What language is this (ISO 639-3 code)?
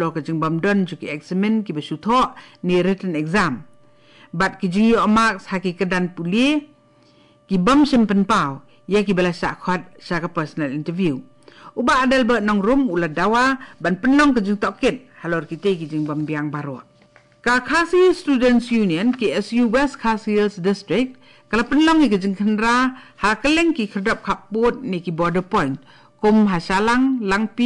kha